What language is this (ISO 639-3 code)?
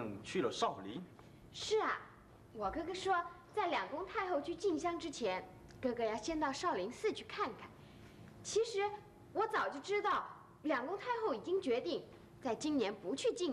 zho